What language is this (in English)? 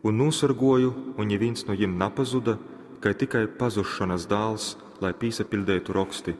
Latgalian